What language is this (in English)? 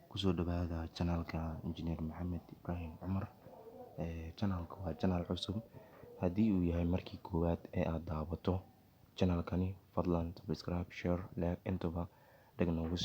Somali